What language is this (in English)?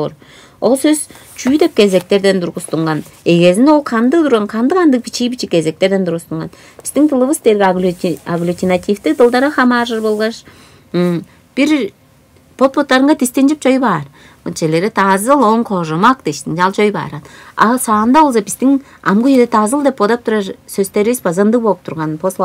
Tuvinian